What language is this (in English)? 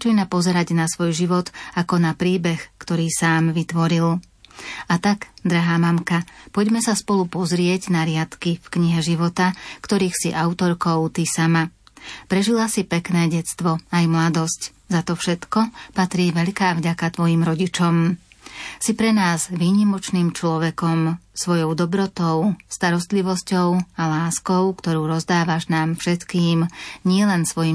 Slovak